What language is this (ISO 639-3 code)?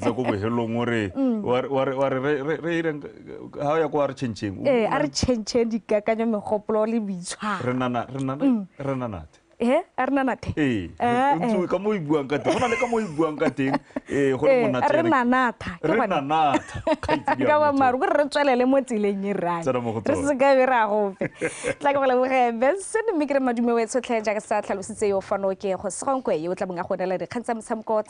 tsn